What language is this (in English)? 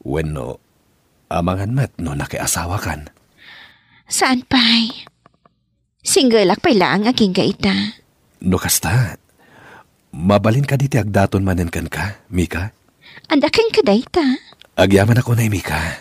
Iloko